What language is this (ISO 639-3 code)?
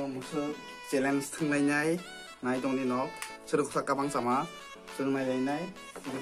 trp